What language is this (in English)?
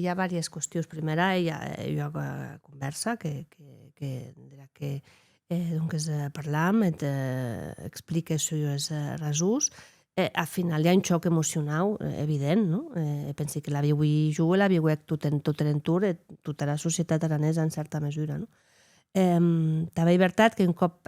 Occitan